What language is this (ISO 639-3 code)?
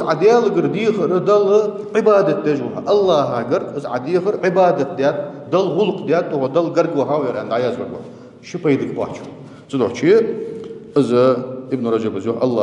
inh